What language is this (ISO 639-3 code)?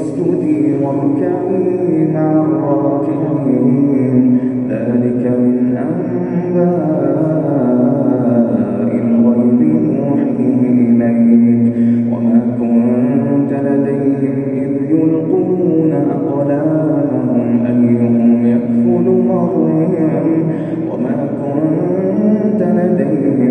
ara